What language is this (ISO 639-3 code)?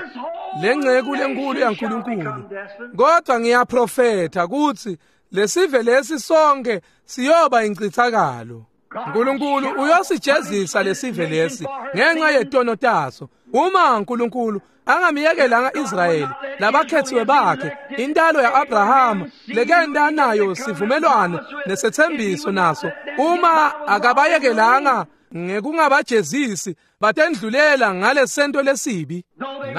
ssw